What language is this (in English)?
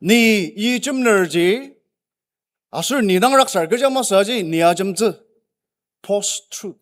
Ao Naga